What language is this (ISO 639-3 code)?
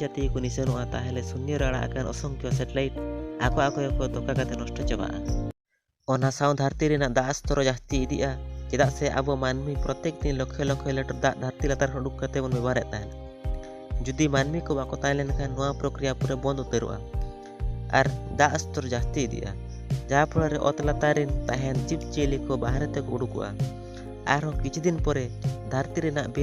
sat